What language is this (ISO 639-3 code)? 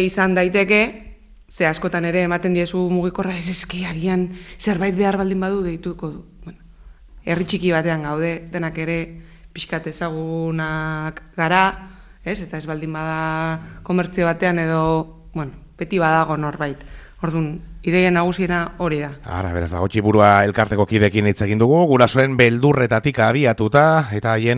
eus